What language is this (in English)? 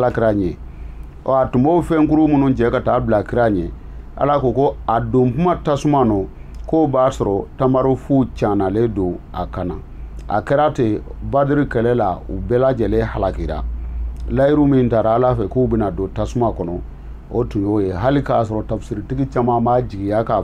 Bambara